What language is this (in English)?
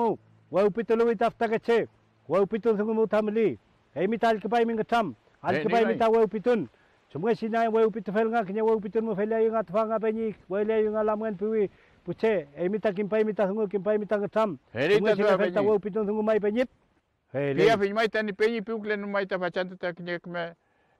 Mapuche